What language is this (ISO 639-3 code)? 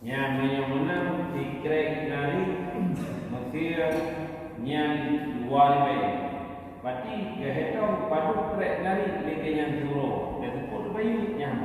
ace